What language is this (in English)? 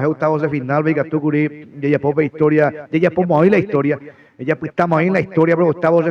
Guarani